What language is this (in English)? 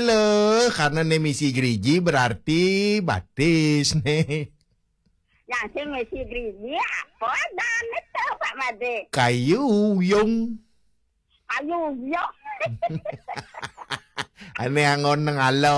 Balinese